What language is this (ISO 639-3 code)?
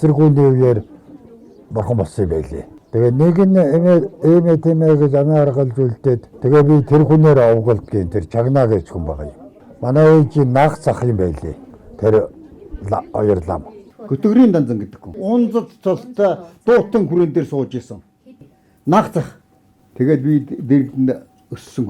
mon